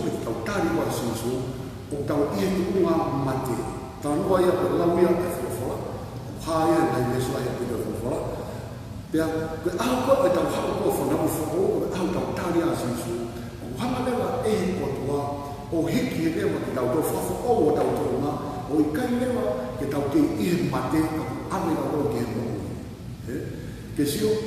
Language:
Tongan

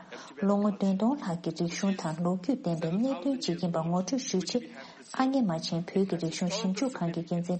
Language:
Tibetan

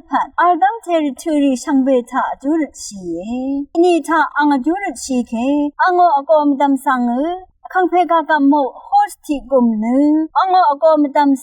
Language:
Rawang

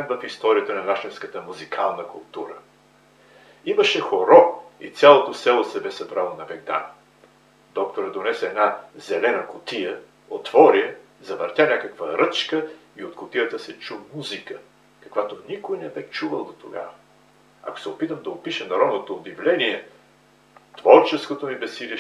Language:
Bulgarian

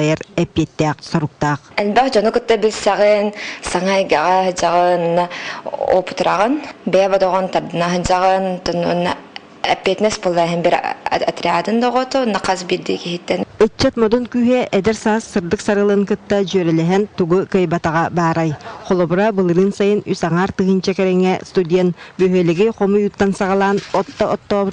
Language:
Yakut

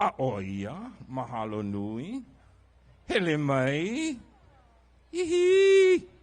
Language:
Hawaiian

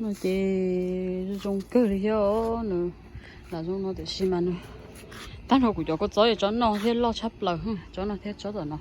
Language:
Hmong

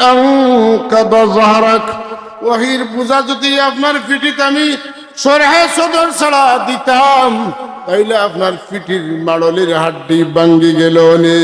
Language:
Sylheti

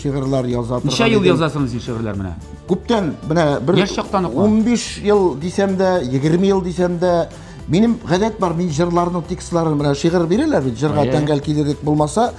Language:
Tatar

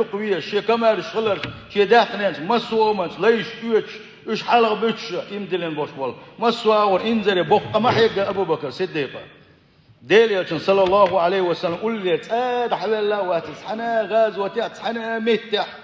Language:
Chechen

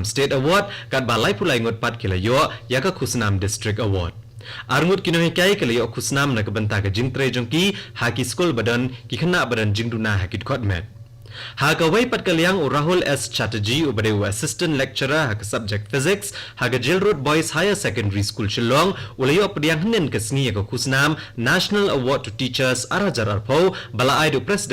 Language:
Khasi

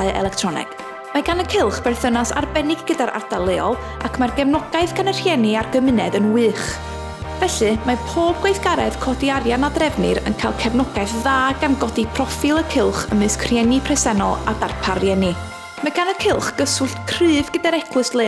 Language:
Welsh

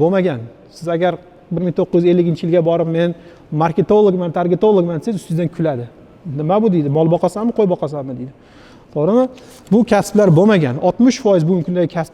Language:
Uzbek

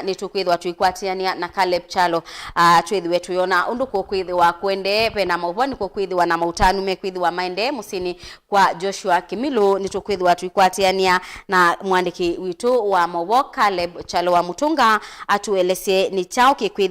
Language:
Kamba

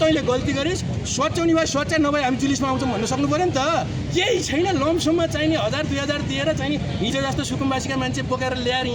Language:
Nepali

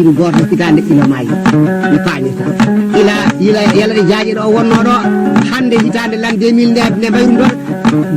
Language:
Fula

